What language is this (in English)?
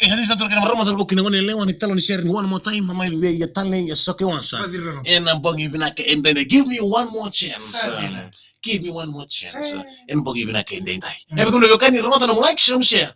Fijian